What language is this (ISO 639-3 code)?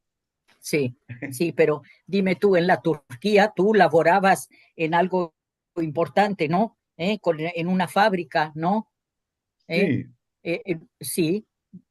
lad